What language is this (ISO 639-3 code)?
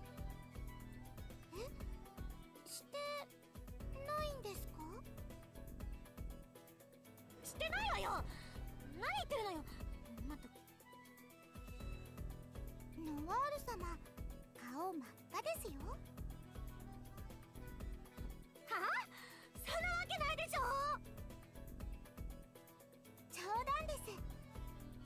jpn